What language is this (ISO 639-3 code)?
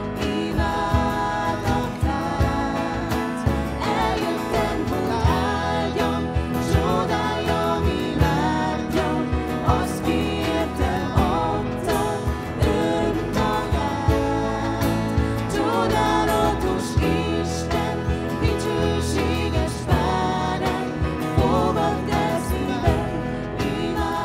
hun